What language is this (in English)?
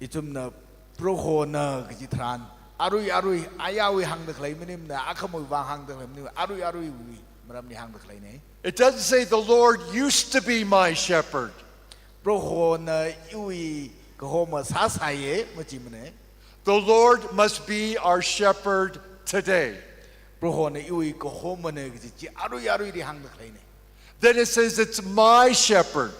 Tangkhul Naga (India)